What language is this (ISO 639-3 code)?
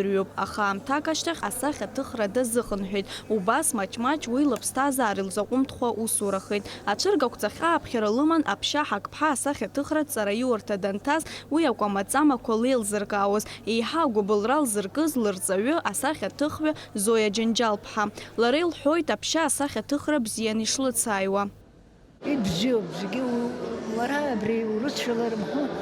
abk